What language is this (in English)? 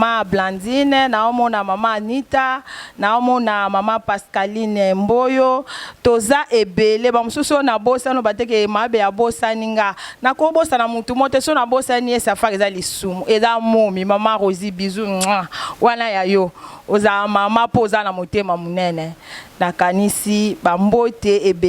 Lingala